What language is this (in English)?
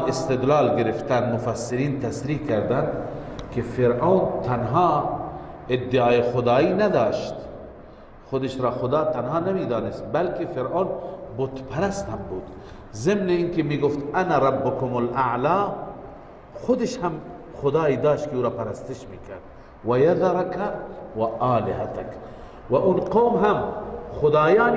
Persian